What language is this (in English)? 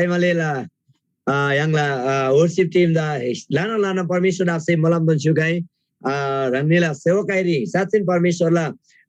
Eastern Tamang